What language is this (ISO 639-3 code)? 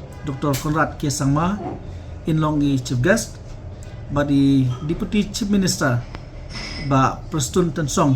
kha